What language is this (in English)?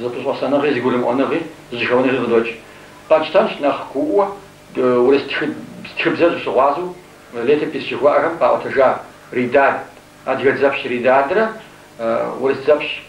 Kabardian